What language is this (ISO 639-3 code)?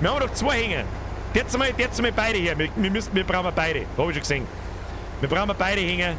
bar